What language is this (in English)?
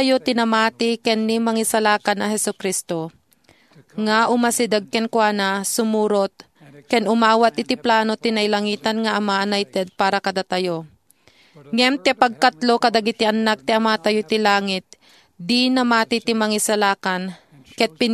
Iloko